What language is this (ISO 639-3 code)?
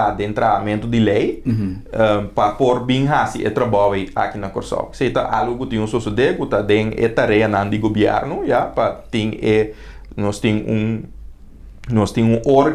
pap